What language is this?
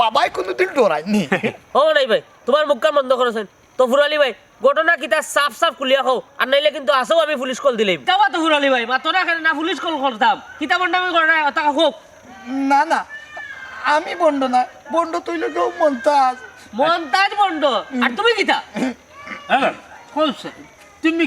Sylheti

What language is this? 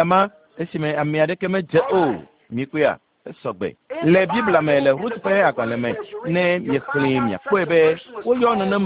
Ewe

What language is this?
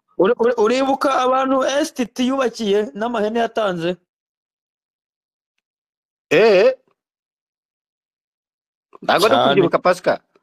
Kinyarwanda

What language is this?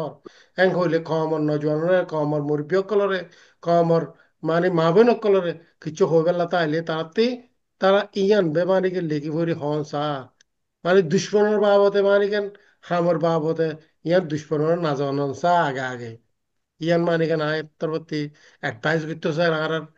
Rohingya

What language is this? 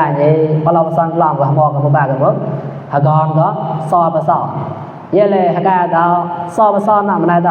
Mon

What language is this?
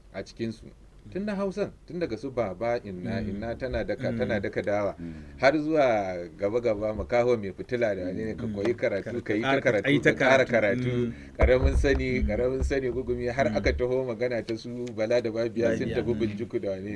Hausa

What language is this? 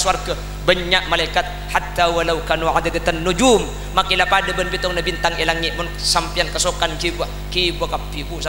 Madurese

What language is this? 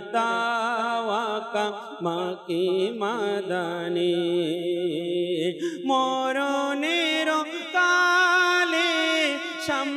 Bangla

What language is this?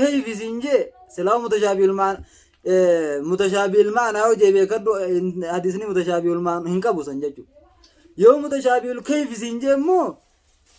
Oromo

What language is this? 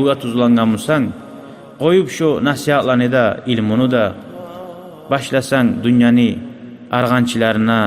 Kumyk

